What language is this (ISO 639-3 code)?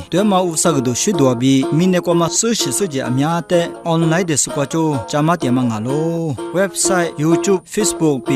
lis